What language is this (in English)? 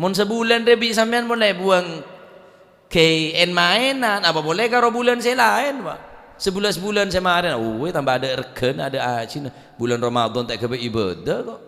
Madurese